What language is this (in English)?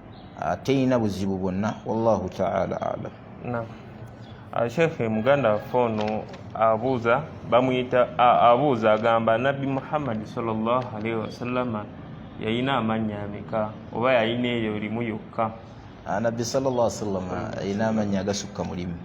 Ganda